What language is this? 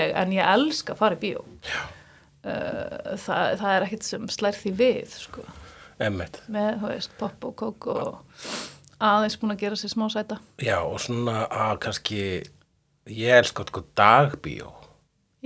Icelandic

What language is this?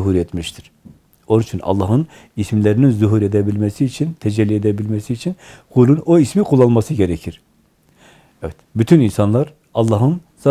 Turkish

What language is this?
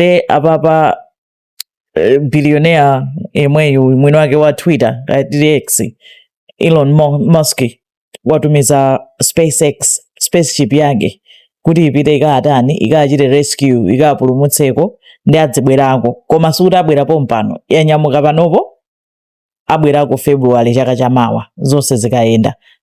Nyanja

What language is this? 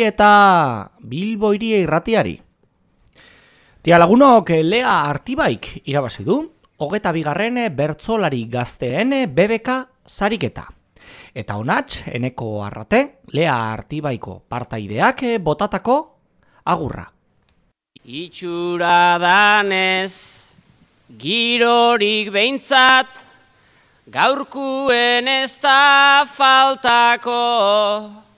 Basque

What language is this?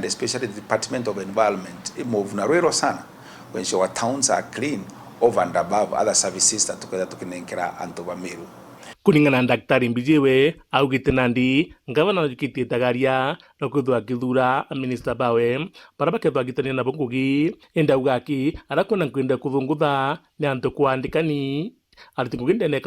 Meru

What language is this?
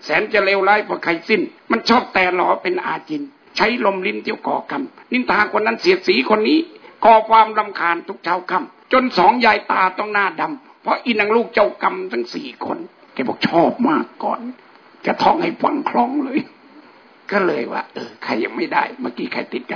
Thai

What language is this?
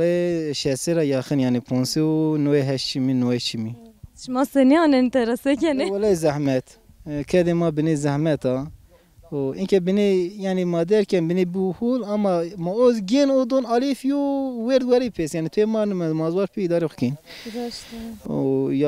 Zaza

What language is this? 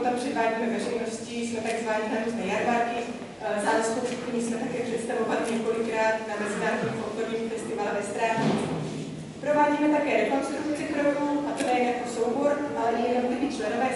Czech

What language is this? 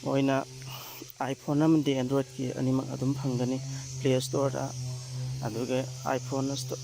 Manipuri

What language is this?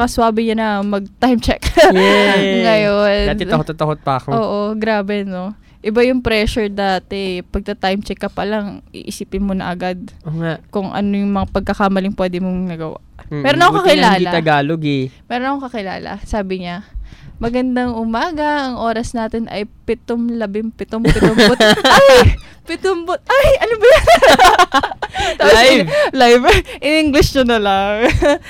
Filipino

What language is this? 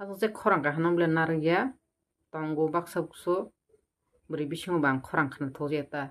Kok Borok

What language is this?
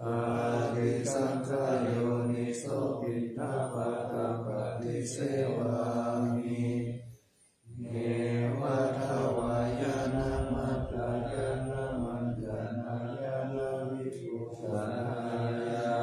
Pali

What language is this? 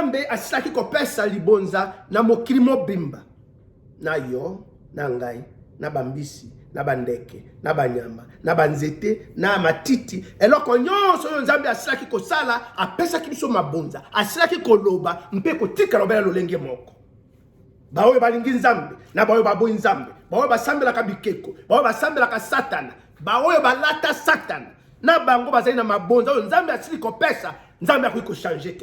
Lingala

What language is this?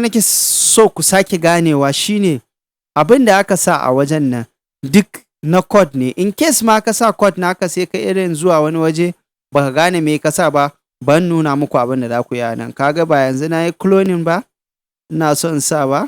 Hausa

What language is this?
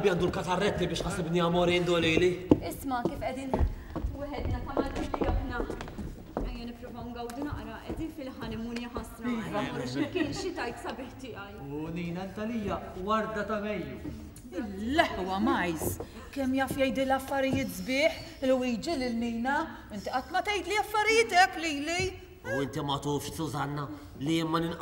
Maltese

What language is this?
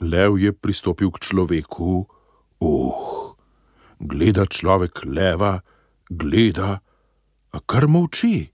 Slovenian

